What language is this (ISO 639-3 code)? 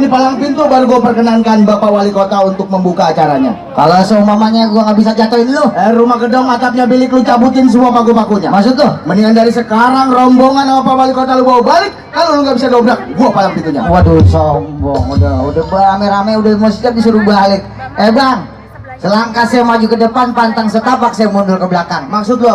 bew